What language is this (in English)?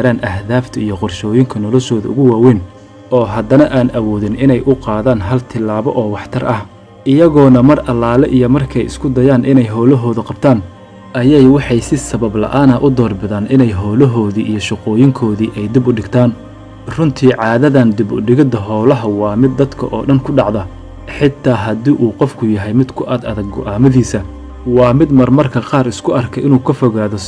Somali